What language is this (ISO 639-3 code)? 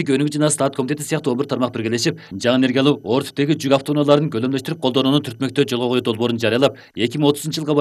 kir